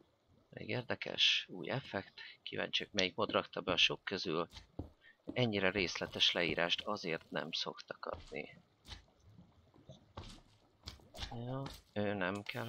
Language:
Hungarian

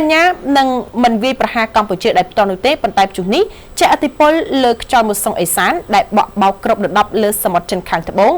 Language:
Khmer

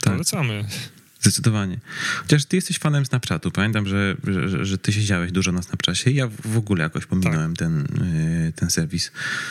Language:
Polish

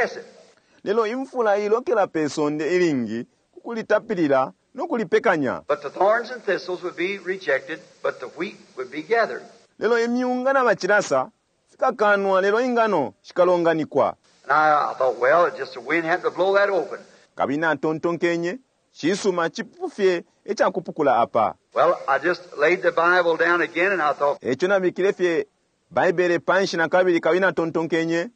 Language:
Bemba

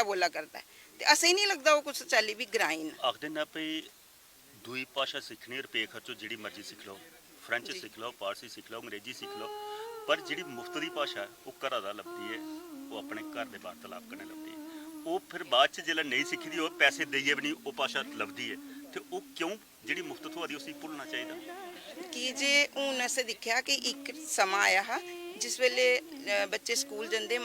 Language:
Dogri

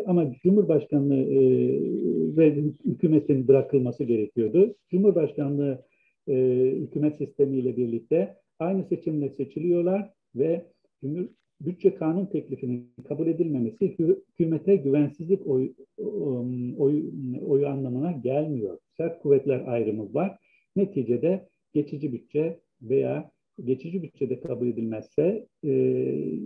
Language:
Turkish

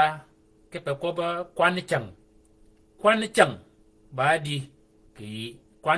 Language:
Shilluk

